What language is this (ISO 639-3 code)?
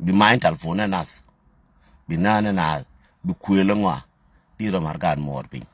nus